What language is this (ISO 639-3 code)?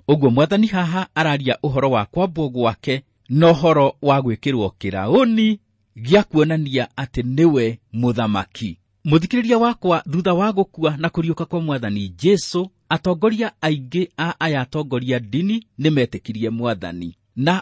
kik